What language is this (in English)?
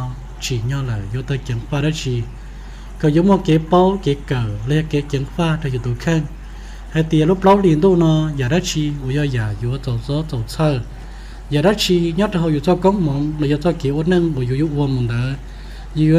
Hmong